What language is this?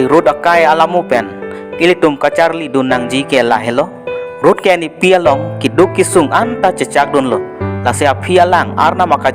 Karbi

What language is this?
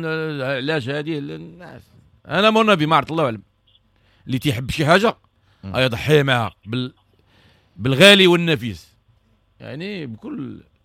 Moroccan Arabic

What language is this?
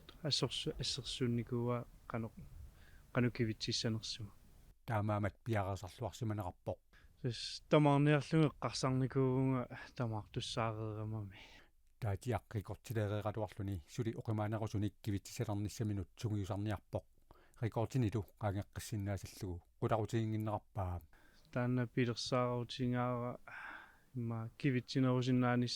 Kalaallisut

